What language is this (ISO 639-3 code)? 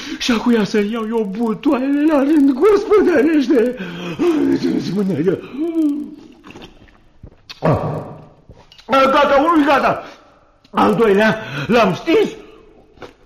ron